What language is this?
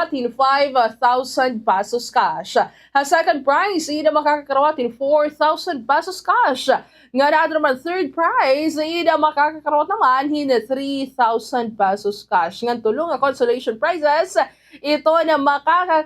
Waray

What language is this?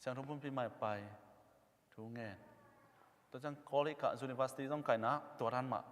Tedim Chin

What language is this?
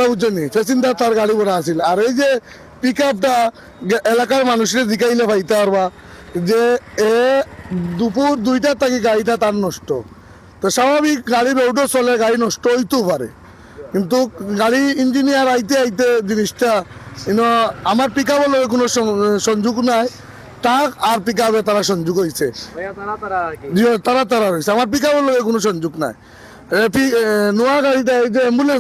Sylheti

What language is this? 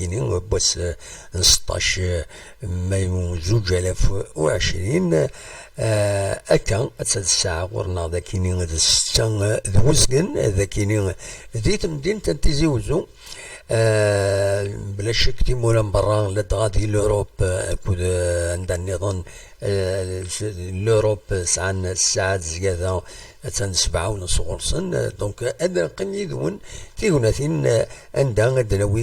Kabyle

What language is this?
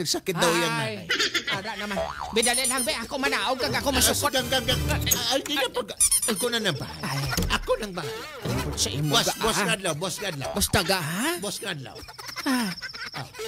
Cebuano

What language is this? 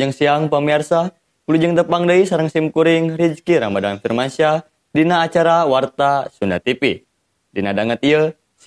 Sundanese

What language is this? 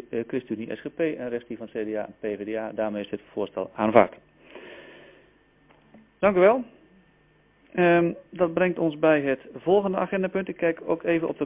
Dutch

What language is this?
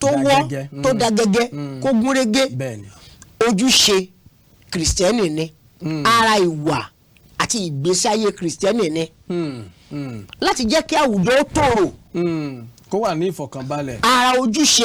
Yoruba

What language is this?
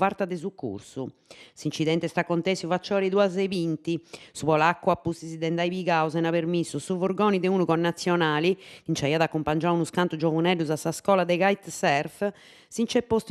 Sardinian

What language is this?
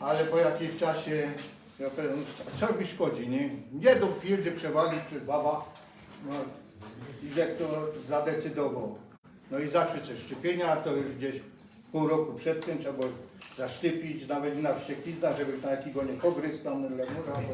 Silesian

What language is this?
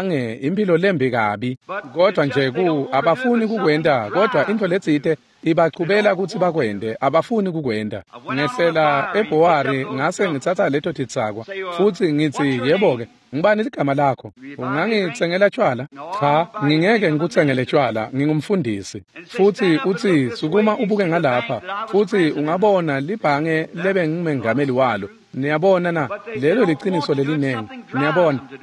Swati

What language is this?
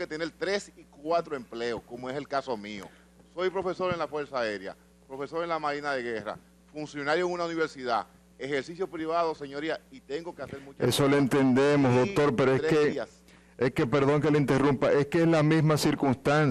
Spanish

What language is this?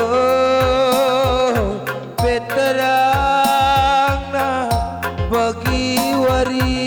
Batak Karo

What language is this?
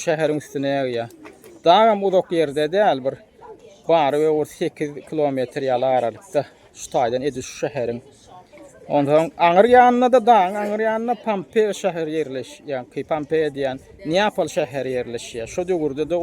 Turkmen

